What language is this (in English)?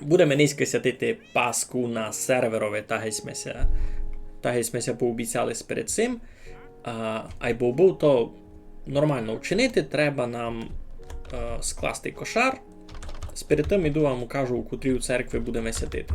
Rusyn